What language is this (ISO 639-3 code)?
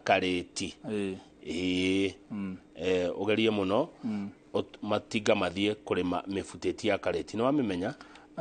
kik